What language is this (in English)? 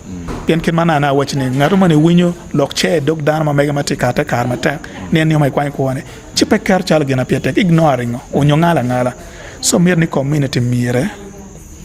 Acoli